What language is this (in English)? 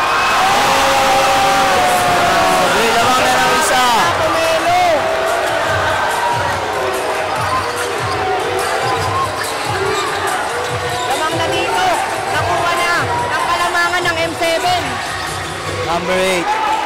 Filipino